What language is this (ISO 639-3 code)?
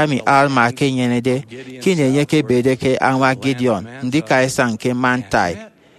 efi